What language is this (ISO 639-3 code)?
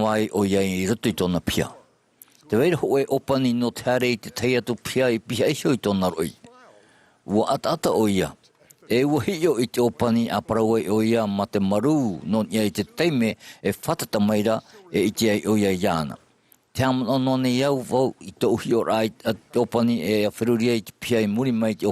tah